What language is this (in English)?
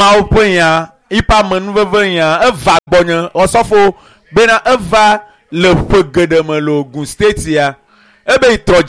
Ewe